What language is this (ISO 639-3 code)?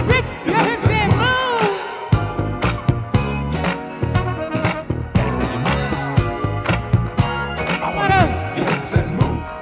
eng